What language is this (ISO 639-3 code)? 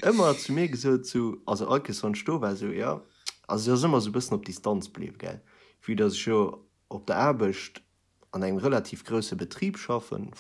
ltz